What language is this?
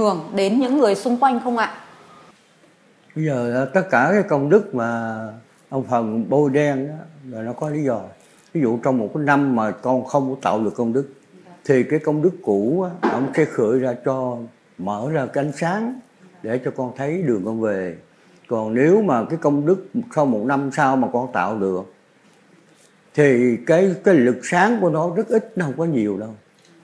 Vietnamese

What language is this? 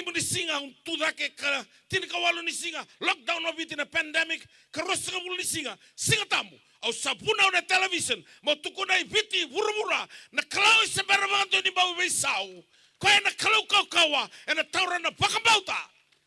Fijian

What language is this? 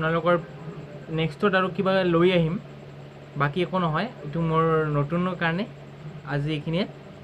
Assamese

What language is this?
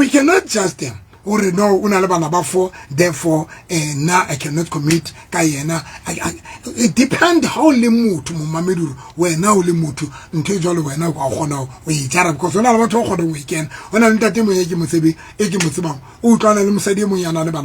Southern Sotho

